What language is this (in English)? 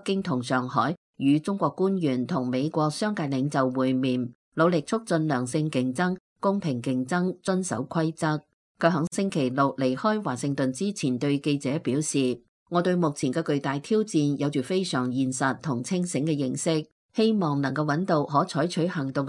Cantonese